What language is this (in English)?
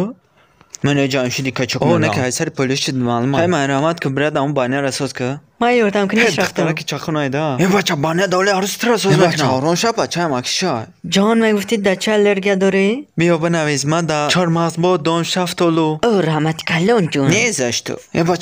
Tajik